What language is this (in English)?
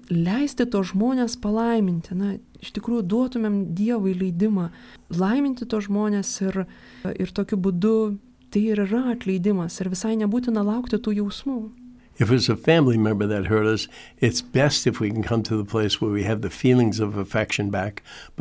Lithuanian